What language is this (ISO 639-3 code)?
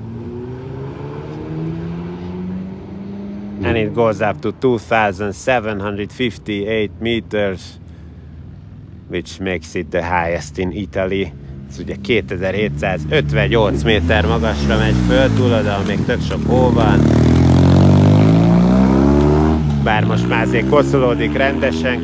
hun